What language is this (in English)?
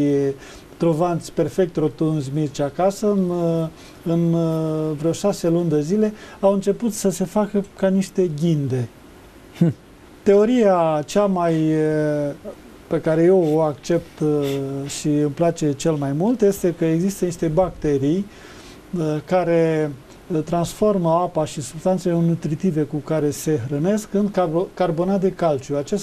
Romanian